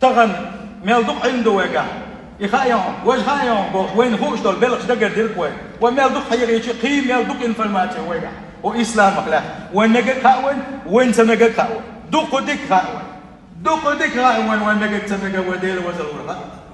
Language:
Chechen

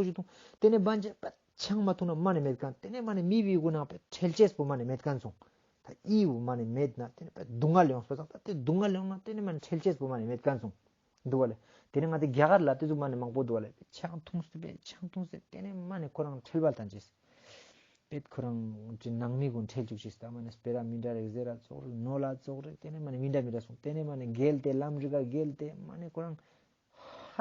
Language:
Ladakhi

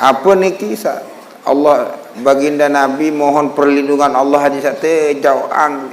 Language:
Sasak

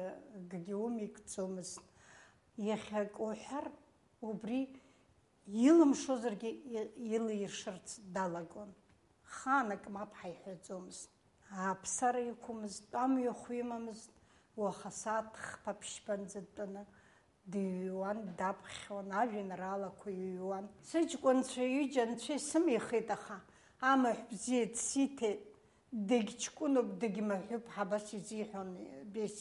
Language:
Abkhazian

